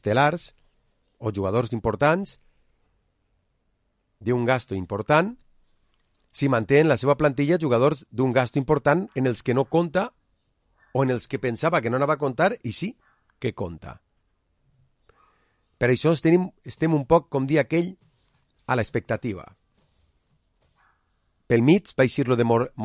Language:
Catalan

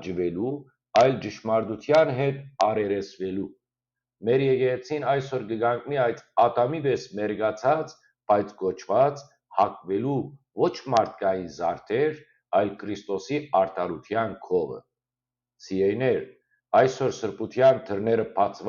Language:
Western Armenian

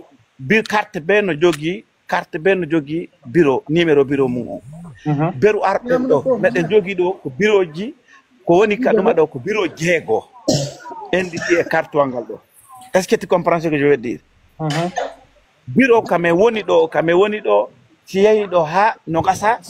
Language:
Pular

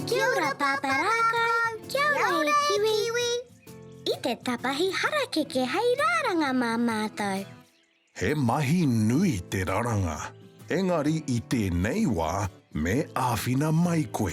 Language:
Māori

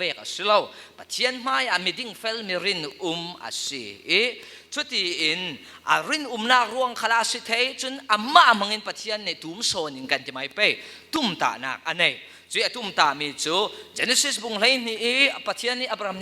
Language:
Falam Chin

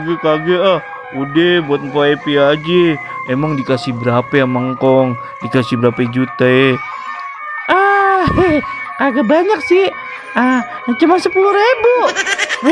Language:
Betawi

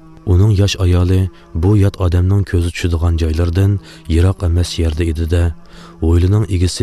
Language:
Uyghur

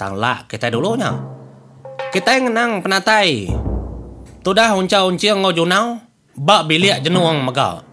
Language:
Iban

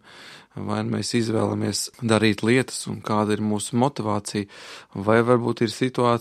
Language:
Latvian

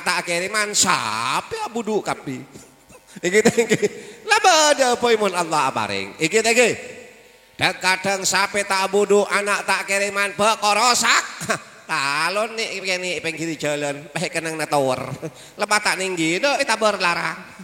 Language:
Madurese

